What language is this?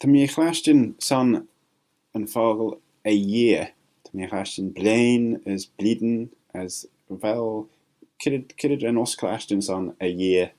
Manx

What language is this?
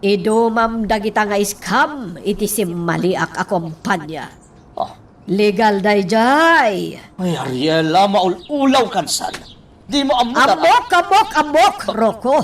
Iloko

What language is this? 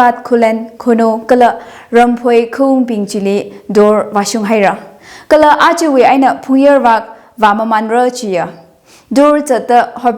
Tangkhul Naga (India)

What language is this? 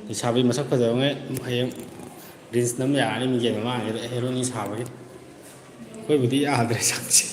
Manipuri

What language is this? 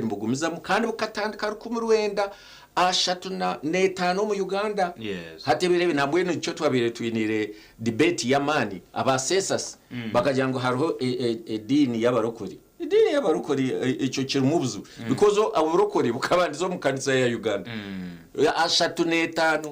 Nyankole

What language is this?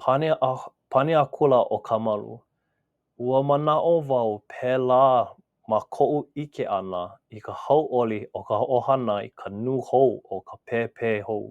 Hawaiian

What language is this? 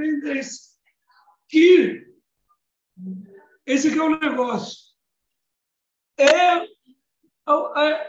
Portuguese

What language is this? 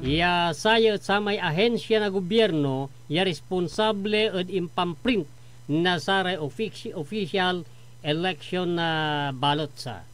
Pangasinan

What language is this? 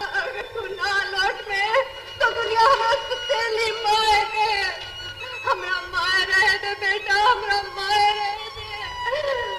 Magahi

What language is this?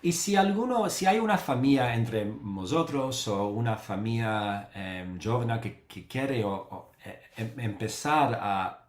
Ladino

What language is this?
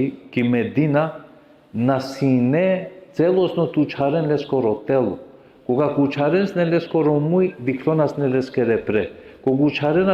Balkan Romani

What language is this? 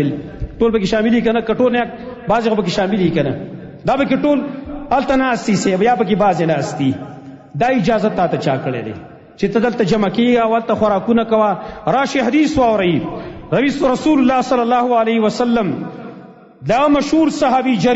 Pashto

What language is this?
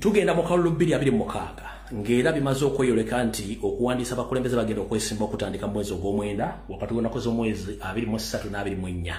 Ganda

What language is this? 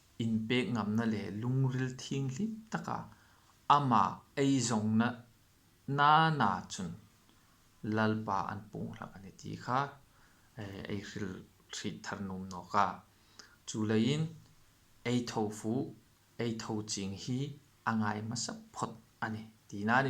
Hmar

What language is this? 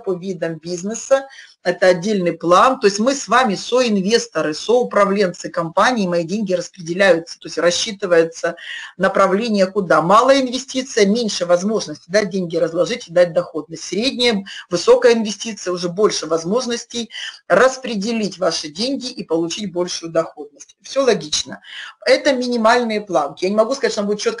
Russian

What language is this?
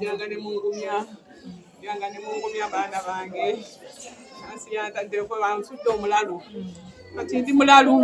Ganda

